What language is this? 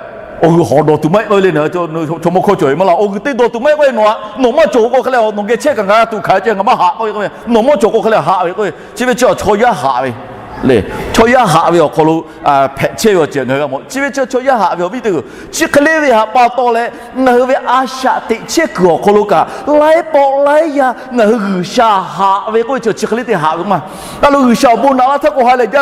Lahu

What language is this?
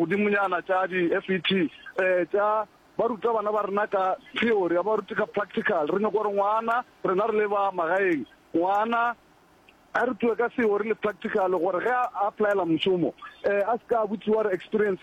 Northern Sotho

